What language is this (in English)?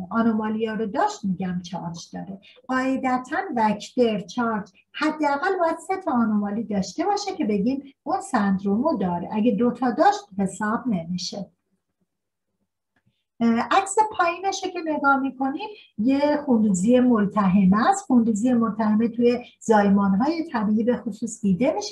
Persian